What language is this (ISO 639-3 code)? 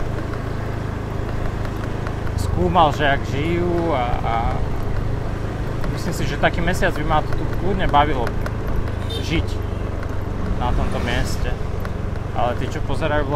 slk